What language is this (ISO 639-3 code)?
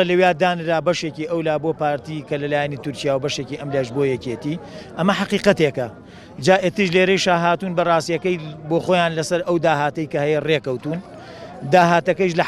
ckb